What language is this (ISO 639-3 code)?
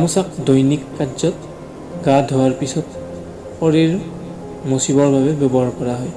asm